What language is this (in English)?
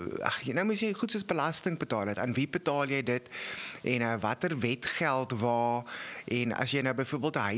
Afrikaans